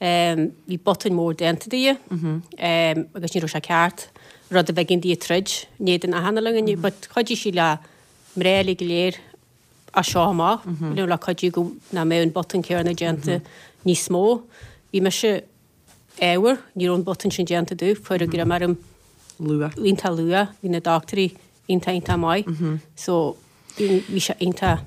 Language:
Irish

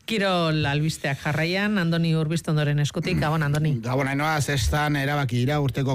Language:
Basque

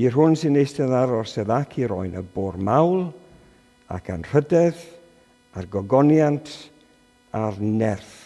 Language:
Welsh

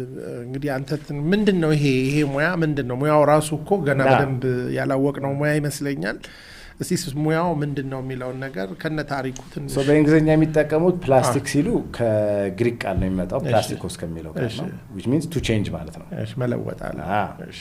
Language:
Amharic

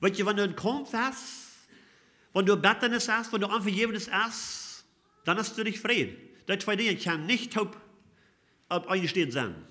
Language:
Plautdietsch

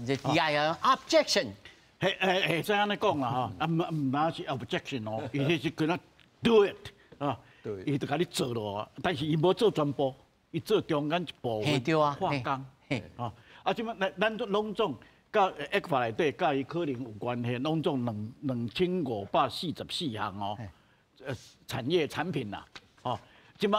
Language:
Min Nan Chinese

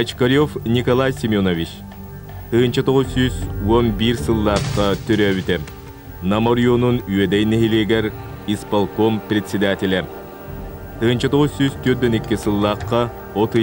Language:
Yakut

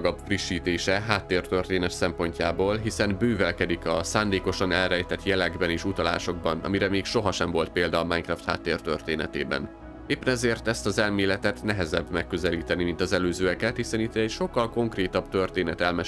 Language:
Hungarian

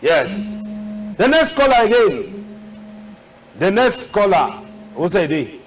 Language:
Cameroon Pidgin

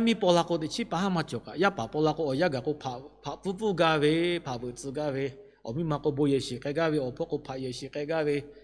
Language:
Lahu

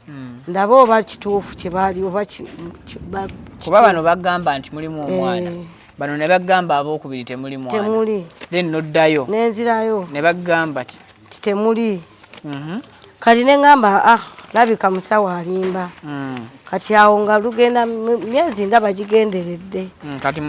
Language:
Ganda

